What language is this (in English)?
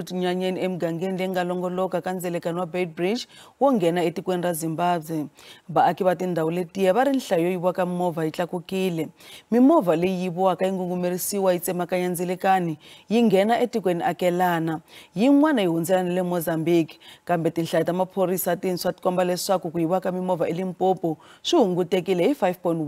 Tsonga